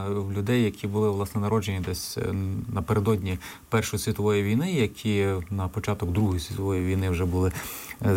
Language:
Ukrainian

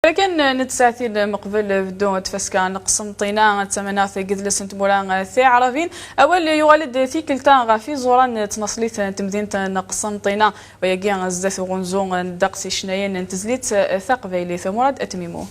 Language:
Kabyle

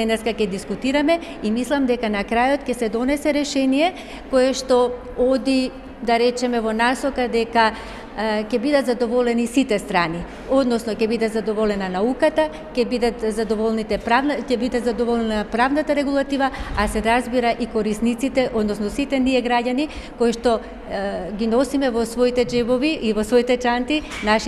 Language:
Macedonian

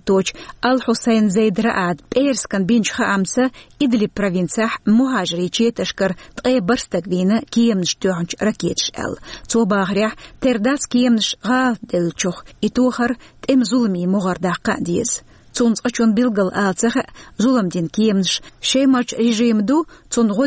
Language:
Chechen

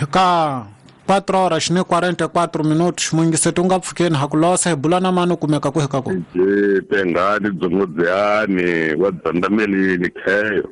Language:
Tsonga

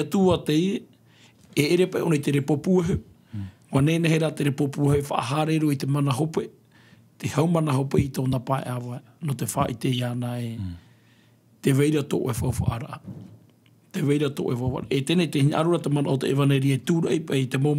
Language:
Tahitian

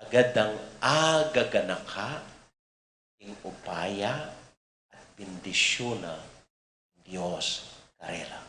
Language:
Pampanga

